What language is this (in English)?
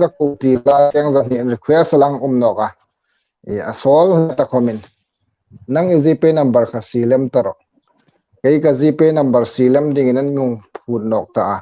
Hmar